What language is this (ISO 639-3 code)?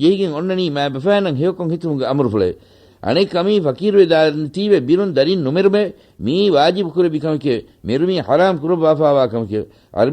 div